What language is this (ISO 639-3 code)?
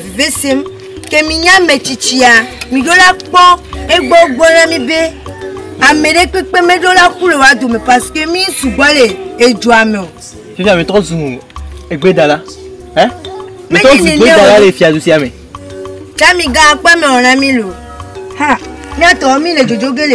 ewe